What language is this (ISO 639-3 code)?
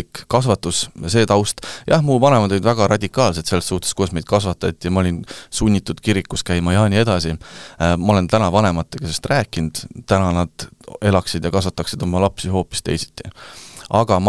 est